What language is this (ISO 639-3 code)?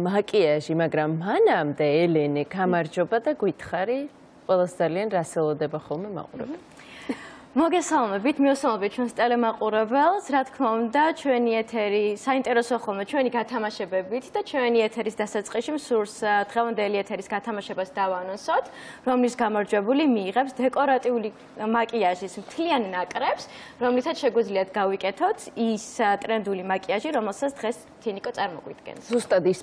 kat